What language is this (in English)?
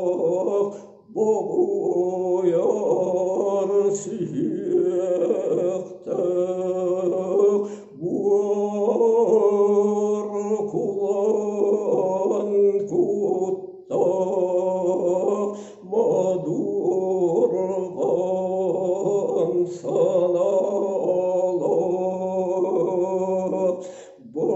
Yakut